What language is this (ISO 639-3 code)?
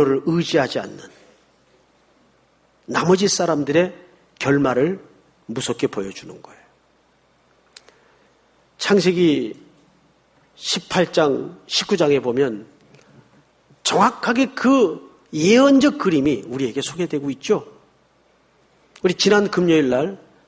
kor